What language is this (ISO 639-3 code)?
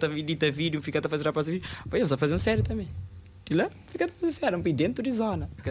kea